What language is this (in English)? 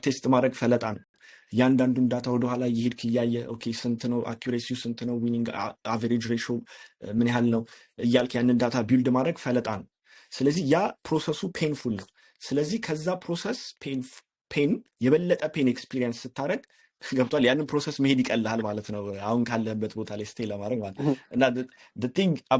Amharic